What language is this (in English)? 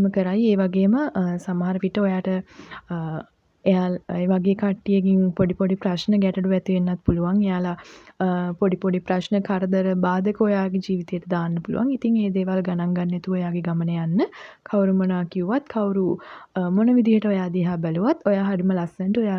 Sinhala